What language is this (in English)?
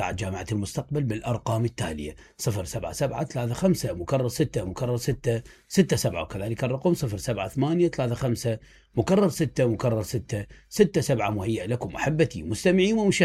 Mesopotamian Arabic